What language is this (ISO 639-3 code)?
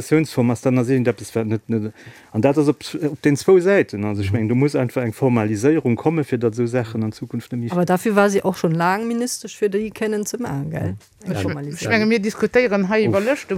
ltz